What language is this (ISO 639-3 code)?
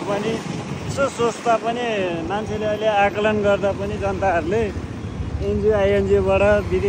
nep